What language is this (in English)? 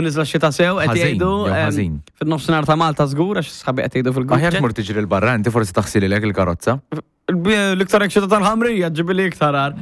Maltese